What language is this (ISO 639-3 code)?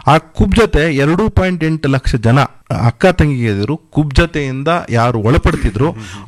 kan